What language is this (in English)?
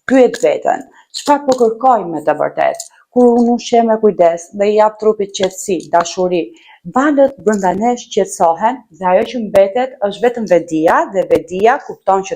Albanian